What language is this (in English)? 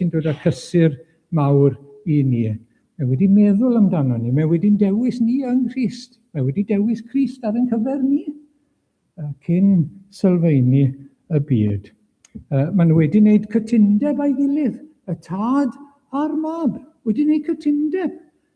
Welsh